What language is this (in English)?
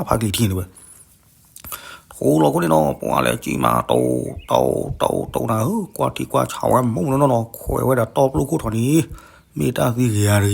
S'gaw Karen